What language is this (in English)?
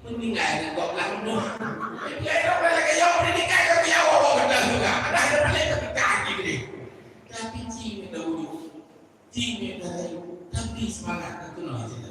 Achinese